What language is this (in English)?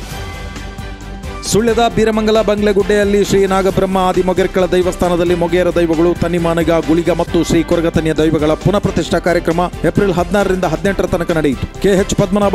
Kannada